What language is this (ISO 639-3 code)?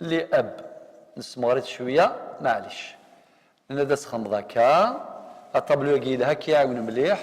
kab